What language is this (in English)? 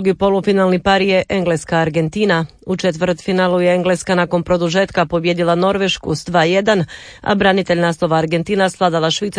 Croatian